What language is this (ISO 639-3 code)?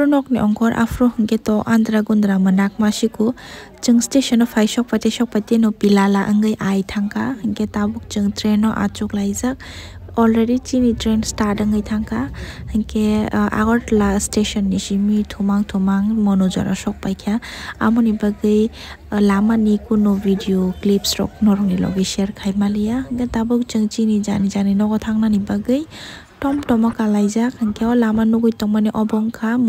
trp